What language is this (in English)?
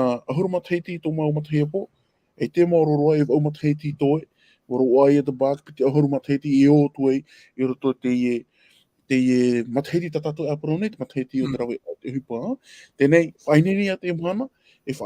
Tahitian